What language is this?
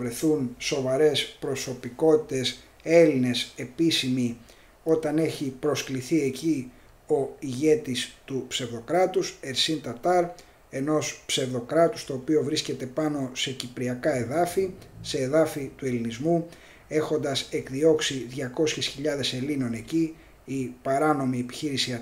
Greek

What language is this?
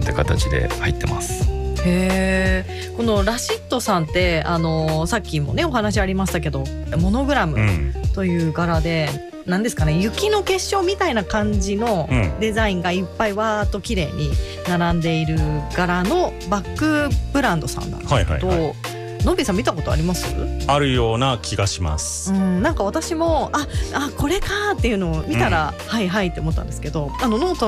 Japanese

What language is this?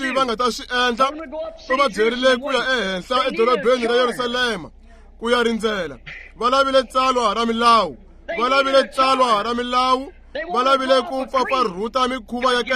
Tsonga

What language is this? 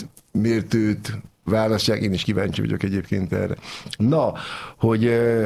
Hungarian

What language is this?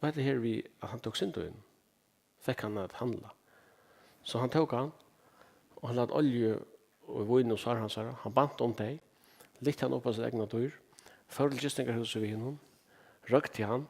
Faroese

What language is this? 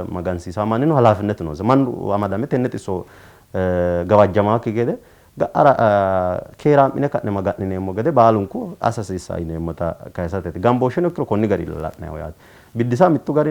Sidamo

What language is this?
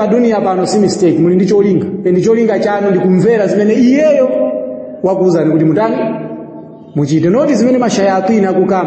Nyanja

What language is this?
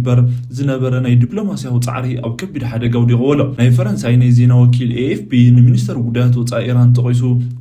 Tigrinya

